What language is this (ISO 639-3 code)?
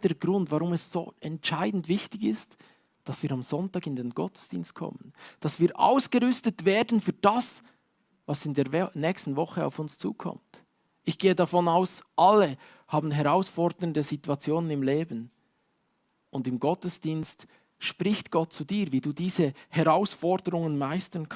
gsw